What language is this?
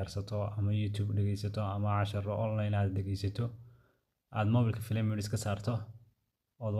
Somali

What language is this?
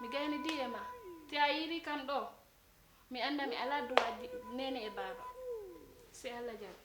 Fula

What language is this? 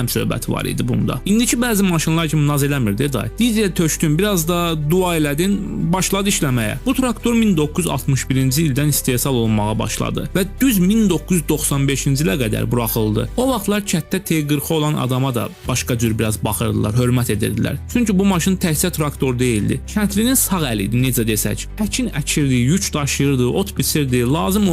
Azerbaijani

